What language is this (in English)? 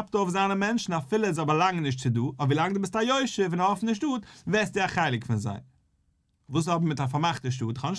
Yiddish